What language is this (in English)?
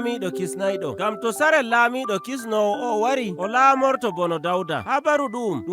Nigerian Fulfulde